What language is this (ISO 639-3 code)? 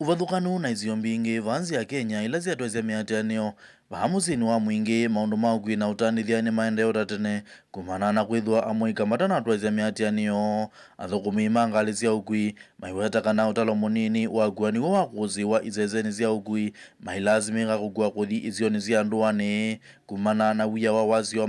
kam